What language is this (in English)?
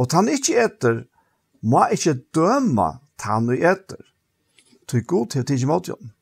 Faroese